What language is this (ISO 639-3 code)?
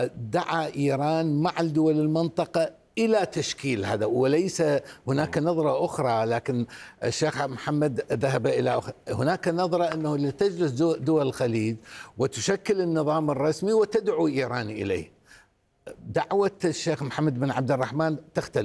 ara